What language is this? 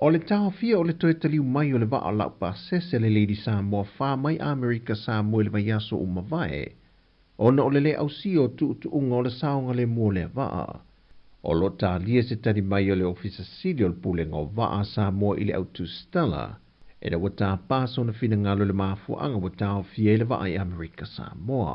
Samoan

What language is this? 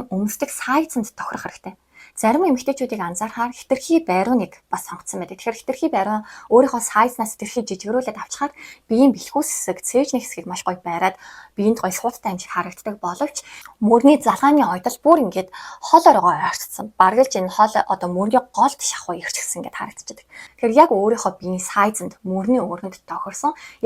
Mongolian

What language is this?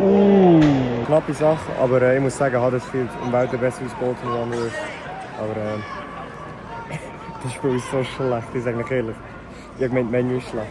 Swiss German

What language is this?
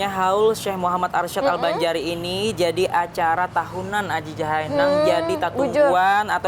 Banjar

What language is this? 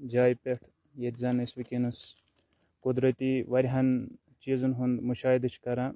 Kashmiri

